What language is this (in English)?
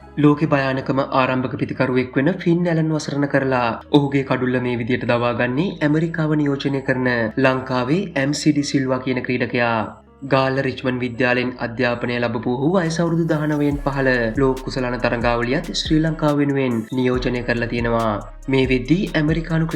Sinhala